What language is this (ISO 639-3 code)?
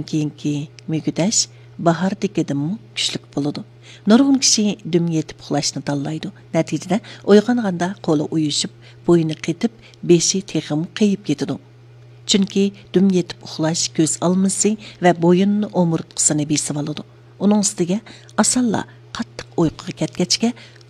uig